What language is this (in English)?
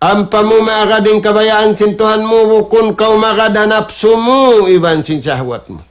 Tausug